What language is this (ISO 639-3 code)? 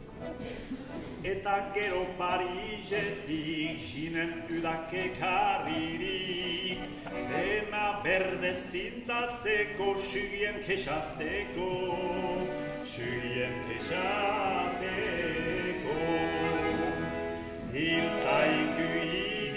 eus